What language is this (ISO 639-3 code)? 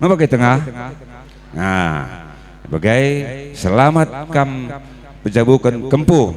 btx